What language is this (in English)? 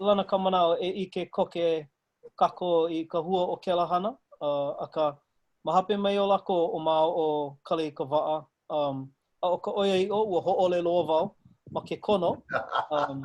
Hawaiian